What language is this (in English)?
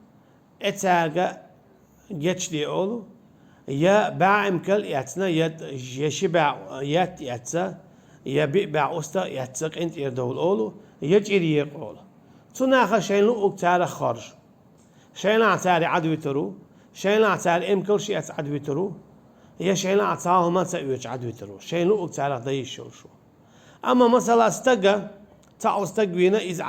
Chechen